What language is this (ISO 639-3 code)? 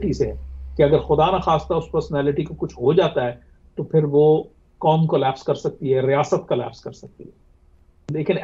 urd